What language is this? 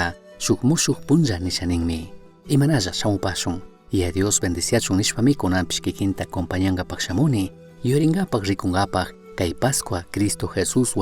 Chimborazo Highland Quichua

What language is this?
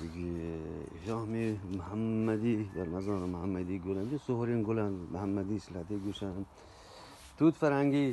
Eastern Balochi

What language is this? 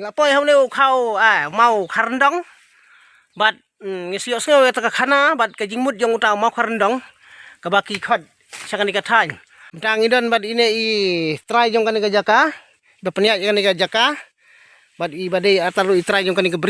Khasi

